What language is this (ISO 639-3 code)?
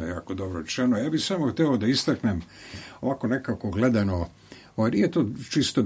srp